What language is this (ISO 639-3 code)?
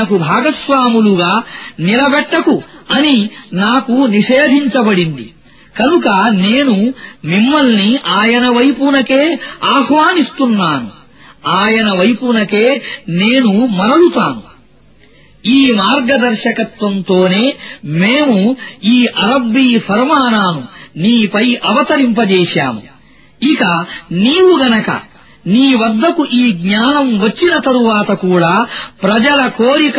tel